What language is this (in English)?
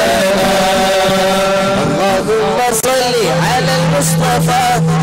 Malayalam